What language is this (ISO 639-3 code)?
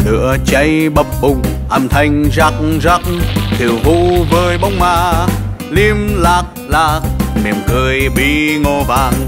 vie